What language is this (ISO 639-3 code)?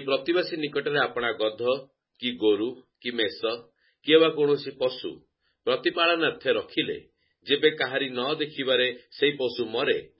ori